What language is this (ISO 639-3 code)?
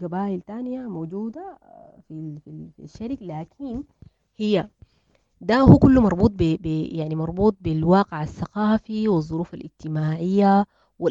apd